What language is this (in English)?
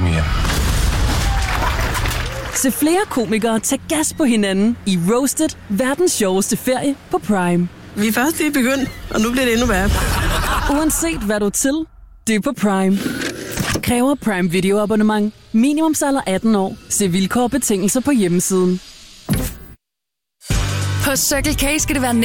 Danish